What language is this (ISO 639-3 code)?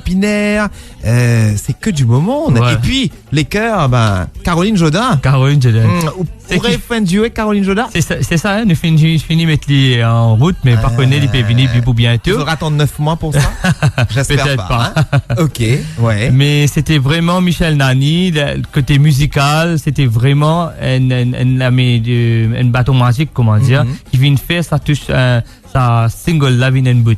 mfe